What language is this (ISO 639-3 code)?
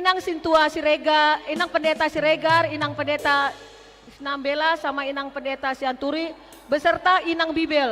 bbc